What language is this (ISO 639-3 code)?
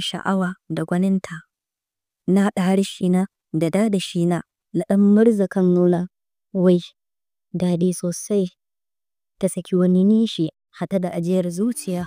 hau